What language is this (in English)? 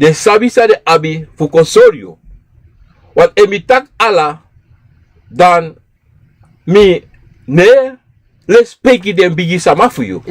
Sranan Tongo